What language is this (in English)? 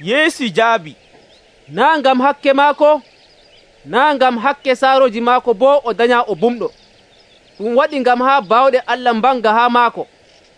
Nigerian Fulfulde